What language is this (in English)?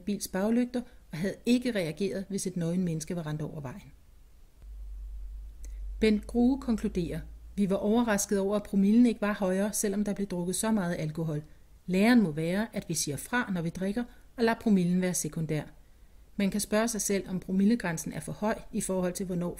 Danish